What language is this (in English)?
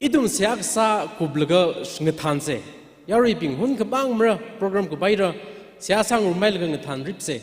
Tangkhul Naga (India)